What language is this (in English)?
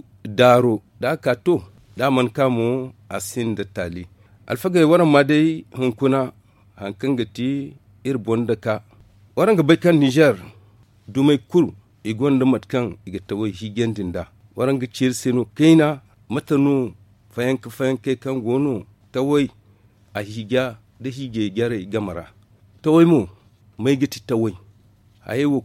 Zarma